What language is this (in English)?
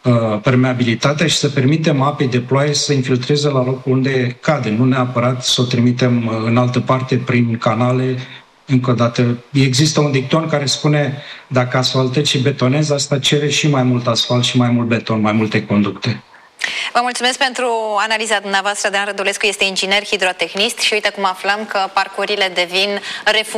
Romanian